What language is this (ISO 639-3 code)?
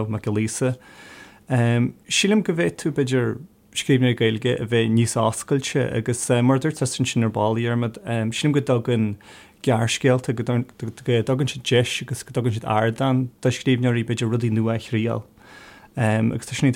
gle